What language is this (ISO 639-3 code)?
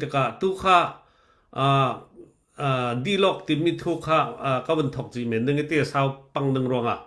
cfm